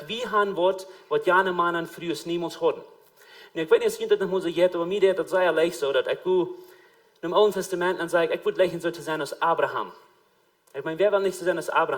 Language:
Plautdietsch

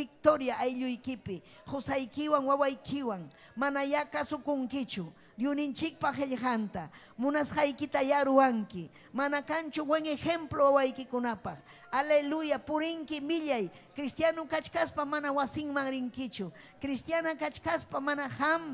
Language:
Ayacucho Quechua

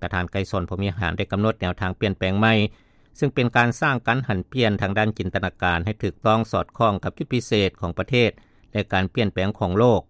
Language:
Lao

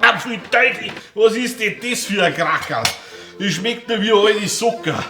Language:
Bavarian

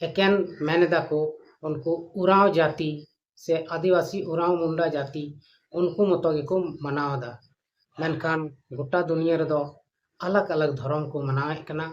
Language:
Santali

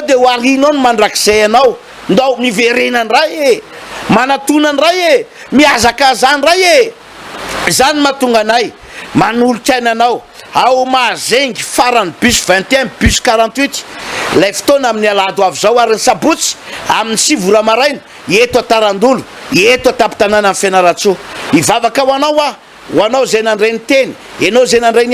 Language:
Malagasy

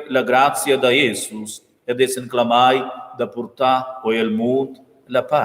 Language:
Romansh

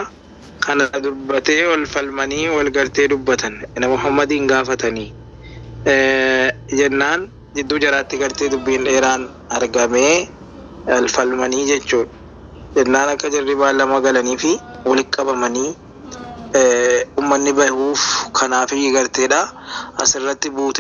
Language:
Oromo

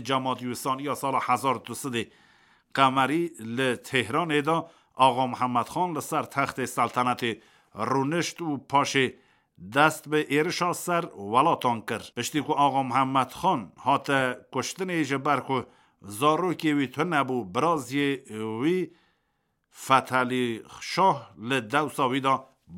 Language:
Kurdish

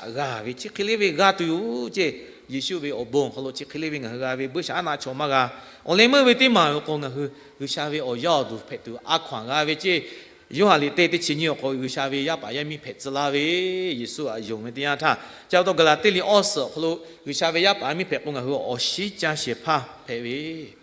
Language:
Lahu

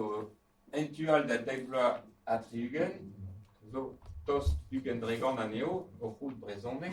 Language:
Breton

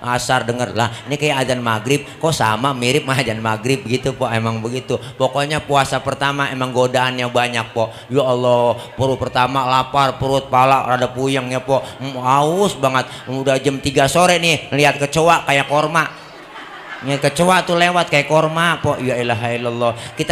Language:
Betawi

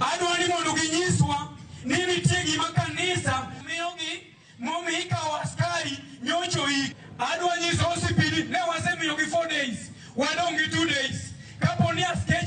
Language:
Luo (Kenya and Tanzania)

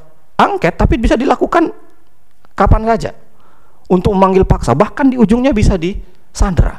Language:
Indonesian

